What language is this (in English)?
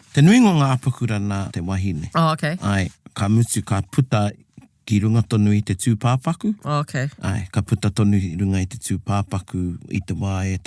Māori